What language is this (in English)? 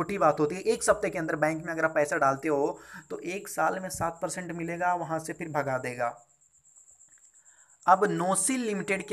Hindi